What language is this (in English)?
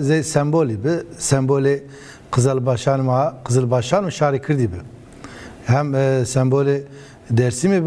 Zaza